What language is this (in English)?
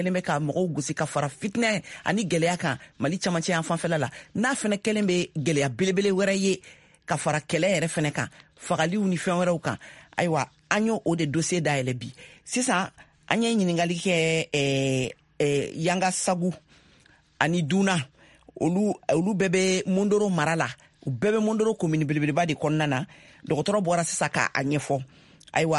Bambara